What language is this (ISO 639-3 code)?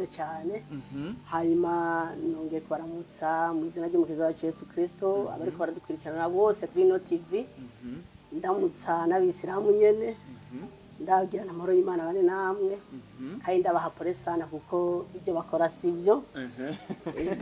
run